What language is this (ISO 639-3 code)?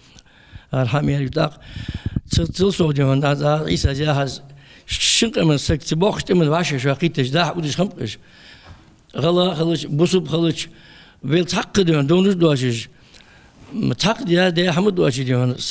inh